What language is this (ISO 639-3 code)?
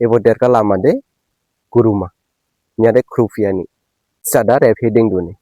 dis